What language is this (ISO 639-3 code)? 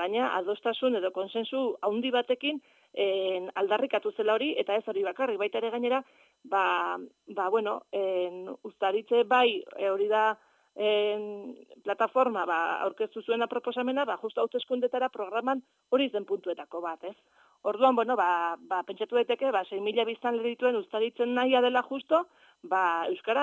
eus